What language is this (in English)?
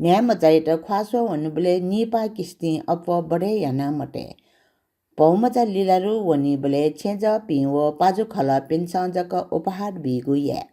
Newari